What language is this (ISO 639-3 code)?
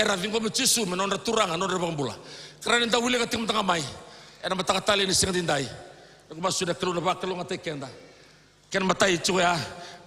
fij